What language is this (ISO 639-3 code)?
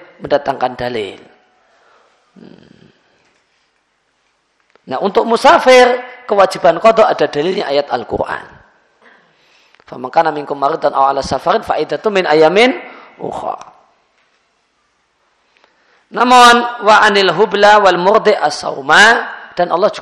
ind